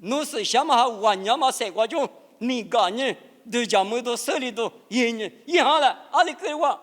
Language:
Lisu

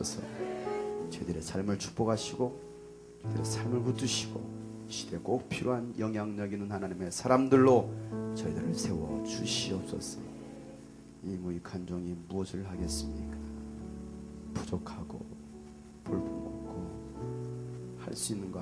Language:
Korean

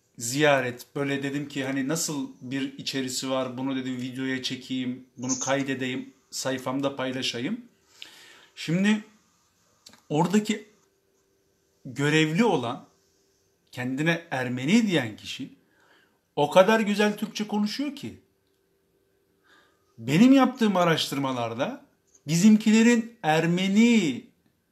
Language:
Turkish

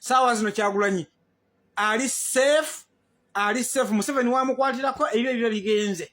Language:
Ganda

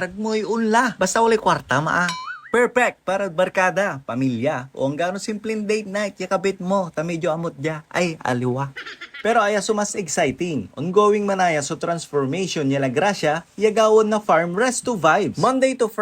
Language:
Pangasinan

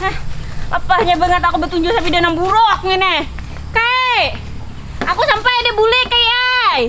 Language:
Banjar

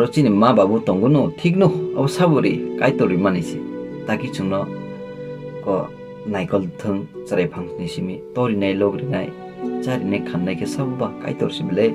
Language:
Kok Borok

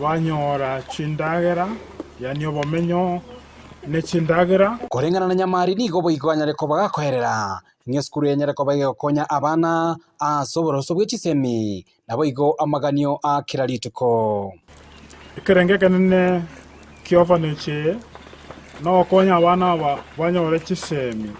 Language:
Gusii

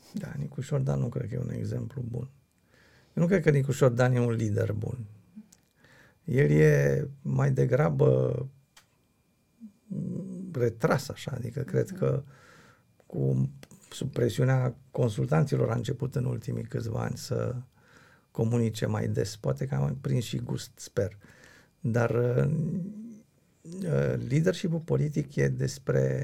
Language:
Romanian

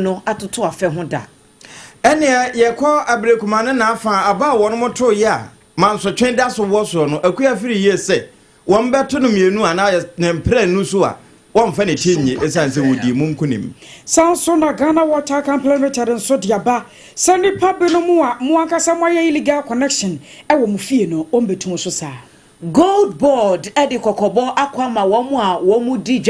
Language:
Akan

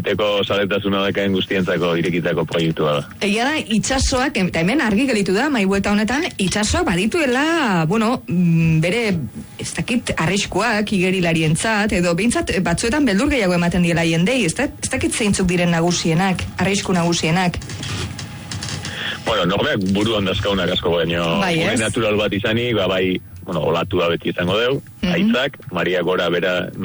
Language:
Basque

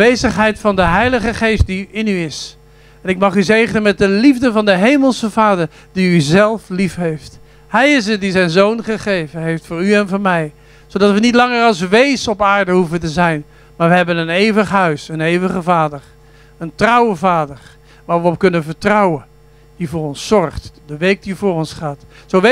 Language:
Dutch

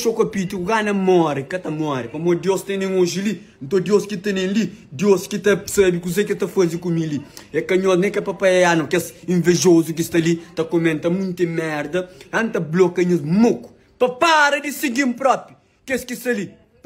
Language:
Kabuverdianu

